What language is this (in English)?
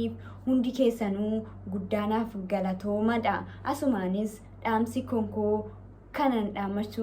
Oromo